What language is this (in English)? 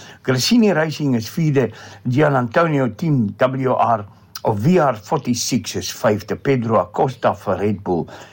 Afrikaans